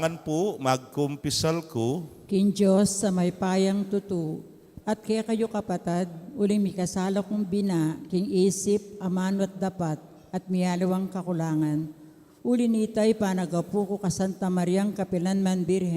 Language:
Pampanga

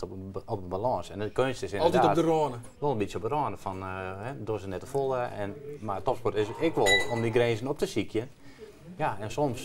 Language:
Western Frisian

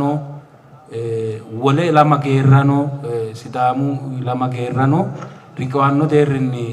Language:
Sidamo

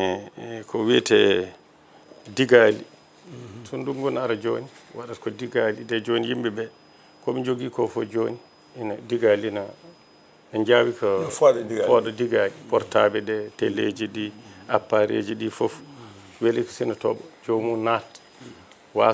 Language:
Fula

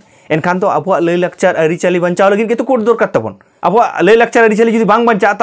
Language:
Santali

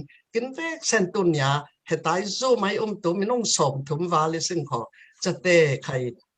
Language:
Falam Chin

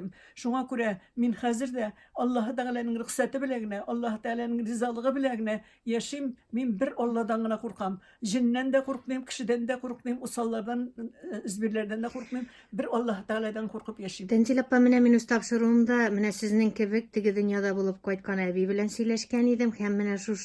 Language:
Tatar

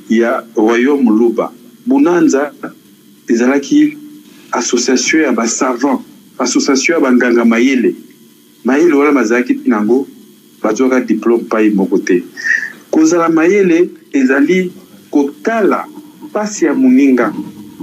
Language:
Lingala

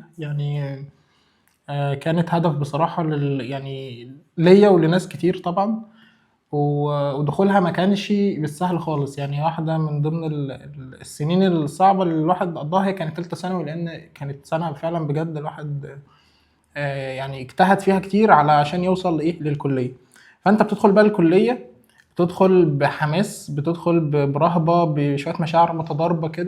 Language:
Egyptian Arabic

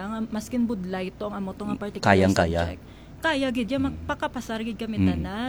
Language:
Hiligaynon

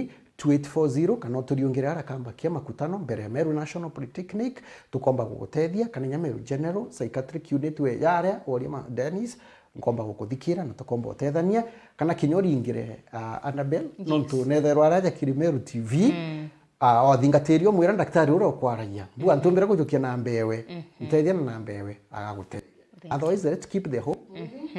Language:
Meru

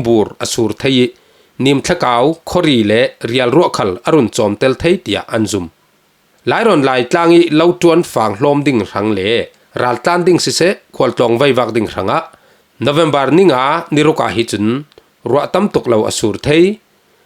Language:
Falam Chin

